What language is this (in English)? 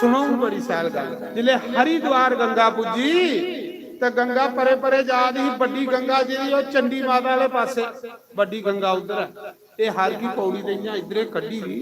Dogri